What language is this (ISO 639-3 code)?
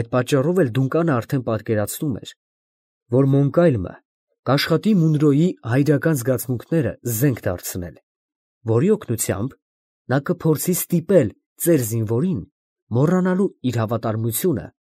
hye